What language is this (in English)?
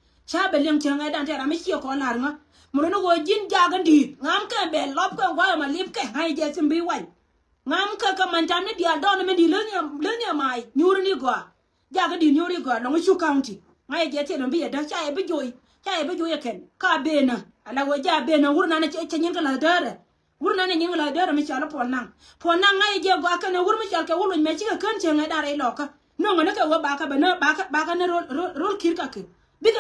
Nuer